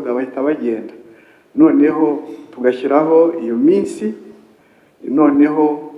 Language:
Kinyarwanda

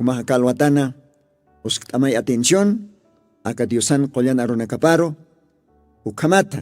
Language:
Aymara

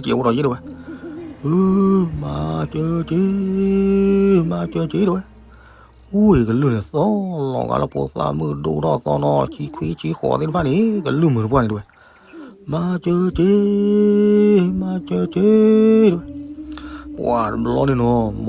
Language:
S'gaw Karen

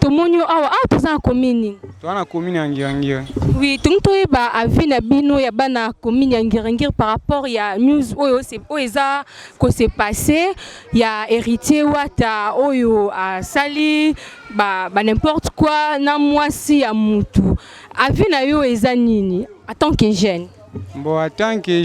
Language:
Lingala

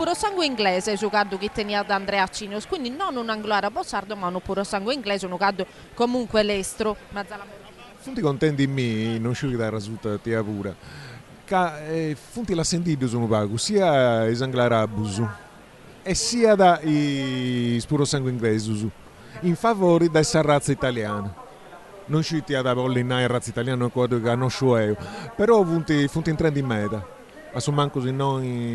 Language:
Sardinian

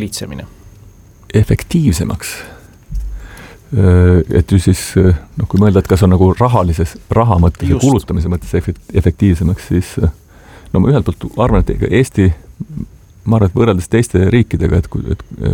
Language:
Estonian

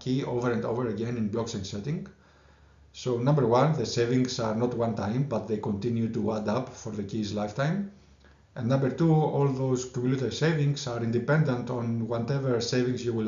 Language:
English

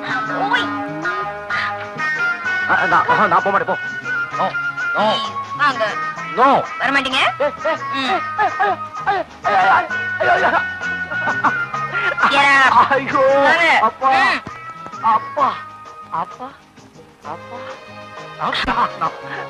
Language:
Tamil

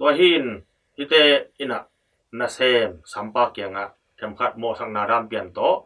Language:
Tedim Chin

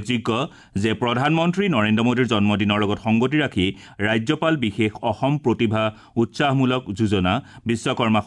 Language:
Assamese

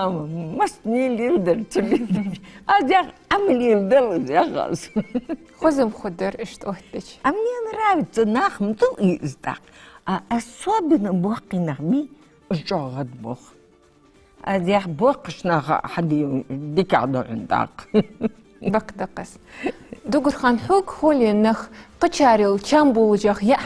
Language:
Ingush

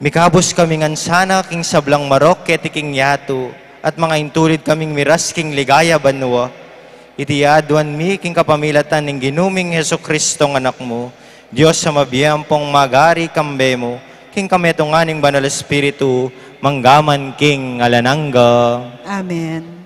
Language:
Pampanga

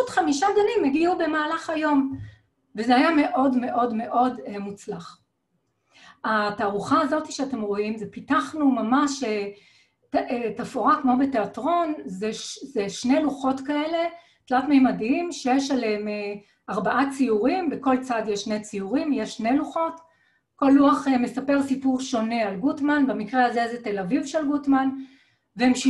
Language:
Hebrew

